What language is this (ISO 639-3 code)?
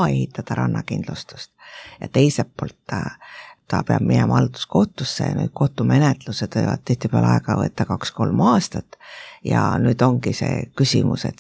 est